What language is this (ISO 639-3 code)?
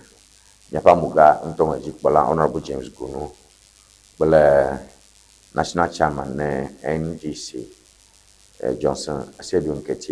ewe